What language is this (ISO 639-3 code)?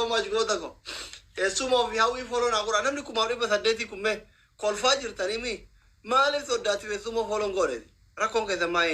orm